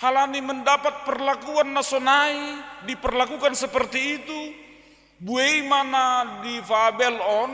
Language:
Batak Simalungun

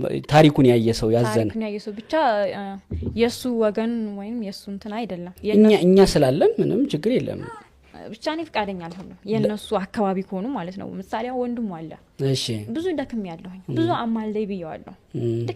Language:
Amharic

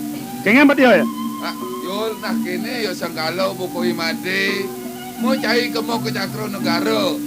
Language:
Balinese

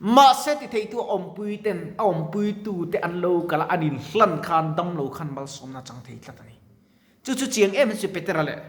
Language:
Mizo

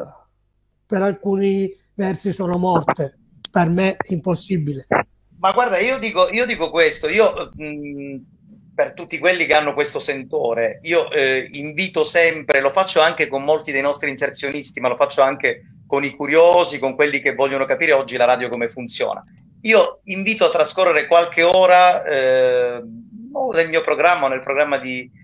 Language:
Italian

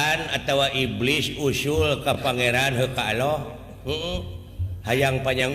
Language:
Sundanese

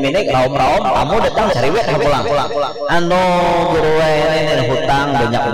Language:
Banjar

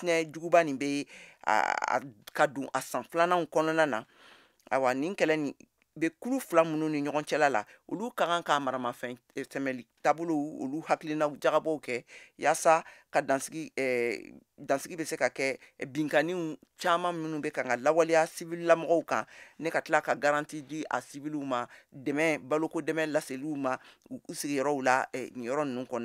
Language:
Bambara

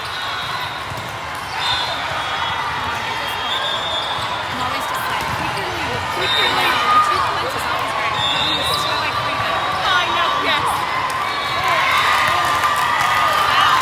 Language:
English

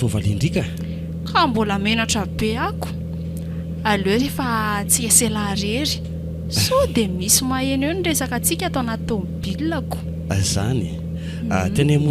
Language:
Malagasy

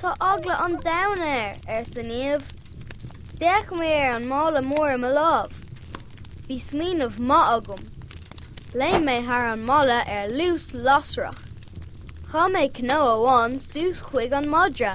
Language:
Irish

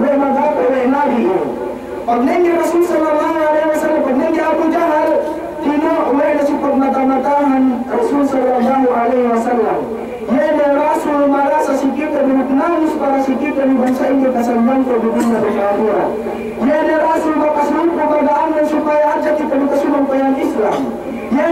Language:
Yakan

